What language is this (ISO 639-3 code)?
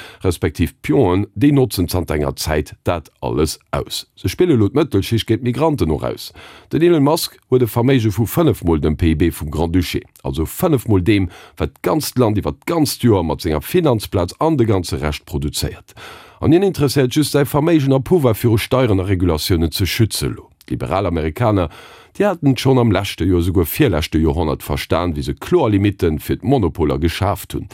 ltz